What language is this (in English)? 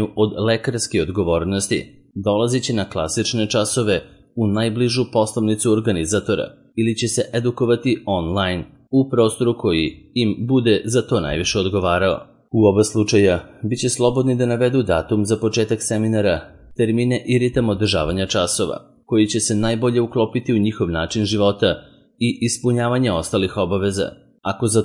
Serbian